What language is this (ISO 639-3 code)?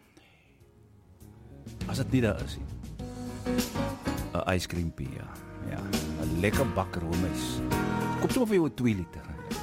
afr